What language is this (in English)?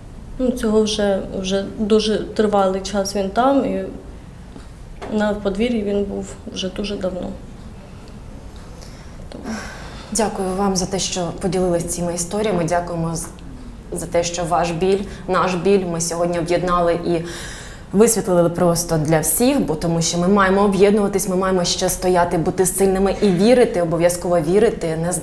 Ukrainian